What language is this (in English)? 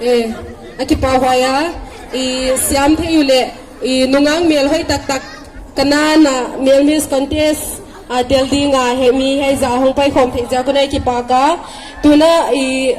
Paite Chin